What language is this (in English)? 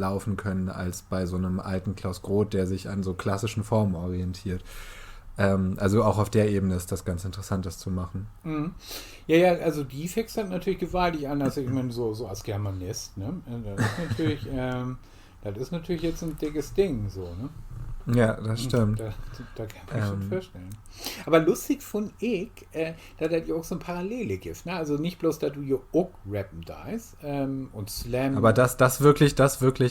Low German